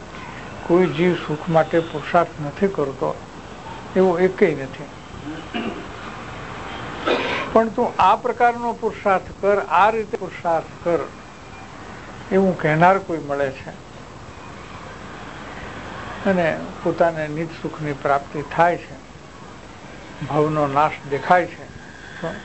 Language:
Gujarati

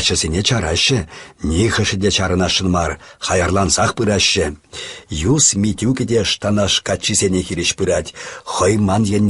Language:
Chuvash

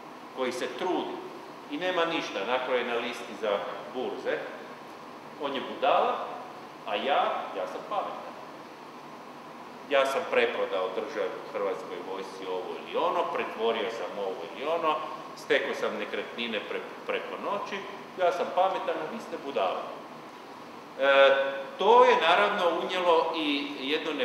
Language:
Croatian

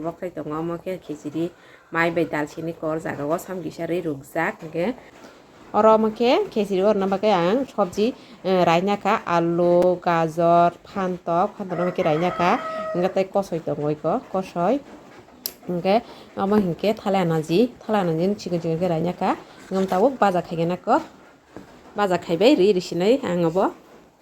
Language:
Kok Borok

